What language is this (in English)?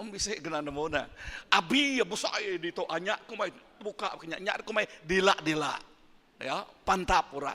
Iban